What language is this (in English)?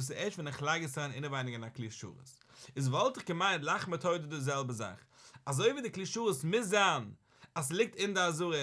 Yiddish